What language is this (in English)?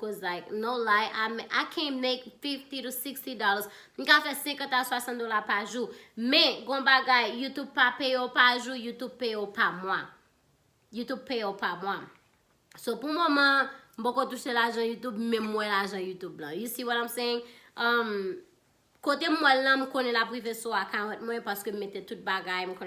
Haitian Creole